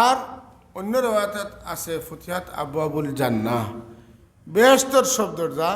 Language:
Sylheti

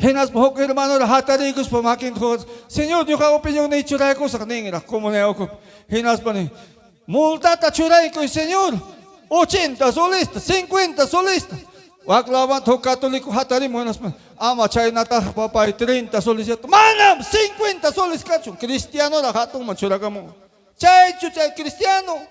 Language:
Ayacucho Quechua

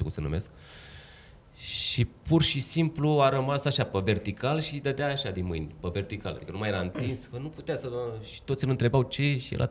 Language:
Romanian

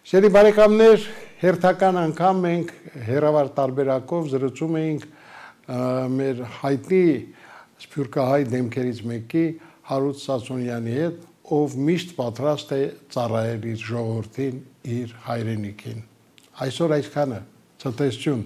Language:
Armenian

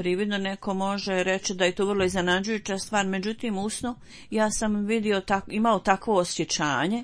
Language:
Bosnian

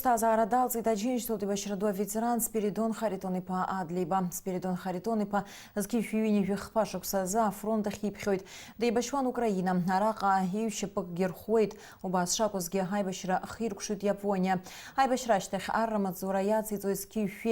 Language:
Abkhazian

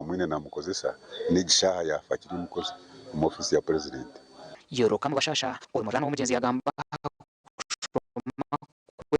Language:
Nyankole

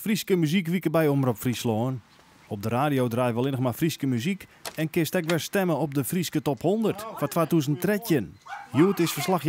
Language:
Western Frisian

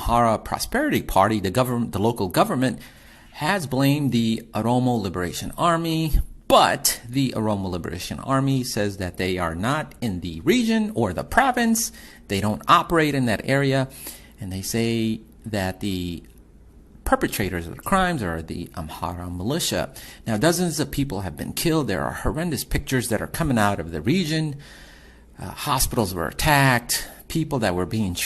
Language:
English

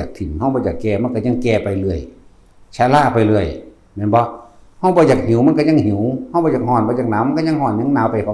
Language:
Northeastern Thai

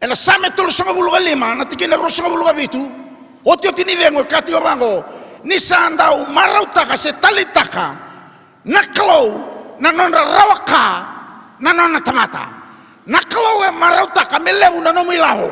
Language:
Fijian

